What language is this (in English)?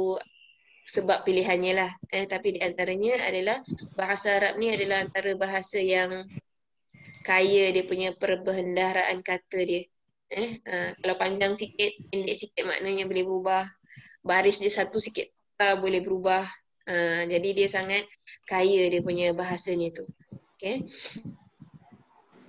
Malay